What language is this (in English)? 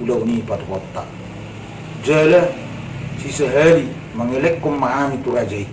Batak Toba